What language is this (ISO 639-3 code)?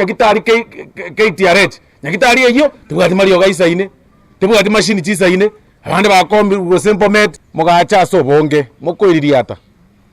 guz